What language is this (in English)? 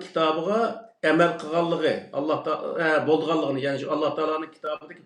Uyghur